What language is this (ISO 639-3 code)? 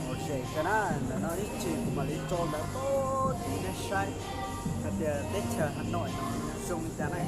hmn